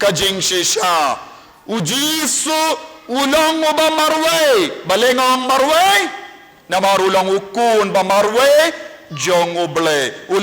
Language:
Khasi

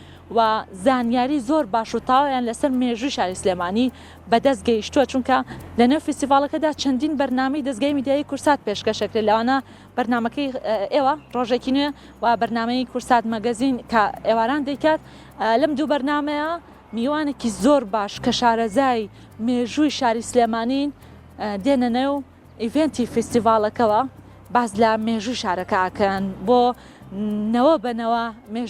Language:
Central Kurdish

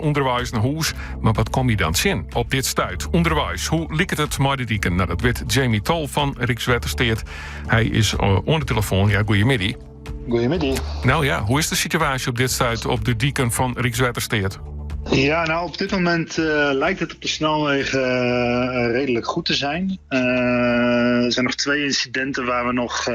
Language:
Western Frisian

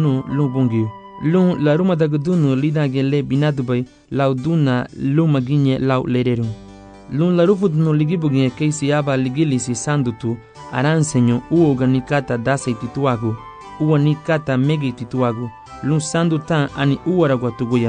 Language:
Garifuna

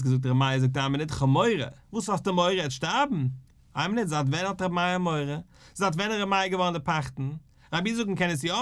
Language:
Yiddish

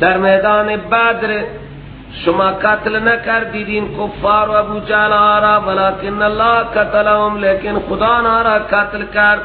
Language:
Persian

